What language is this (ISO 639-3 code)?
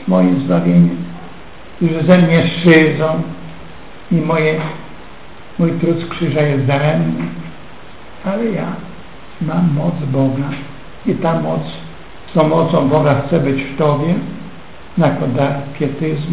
pol